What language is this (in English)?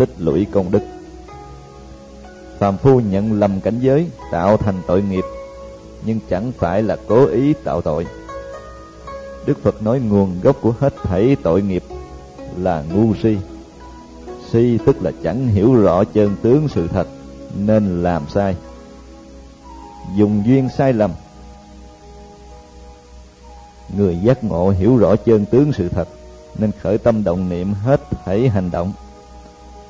Vietnamese